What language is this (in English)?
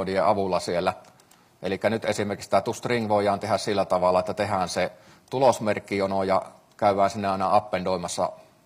Finnish